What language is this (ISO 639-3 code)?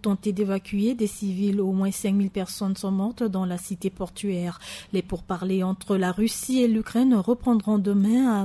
fra